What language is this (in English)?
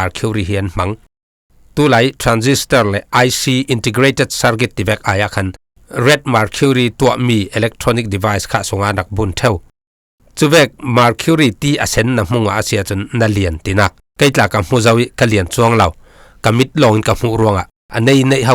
Falam Chin